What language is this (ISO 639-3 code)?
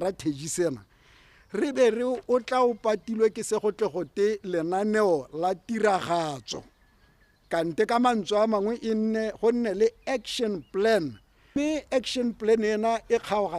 tsn